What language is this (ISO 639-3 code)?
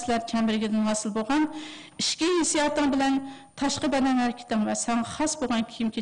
uig